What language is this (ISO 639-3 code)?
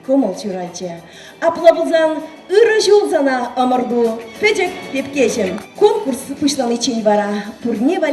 chv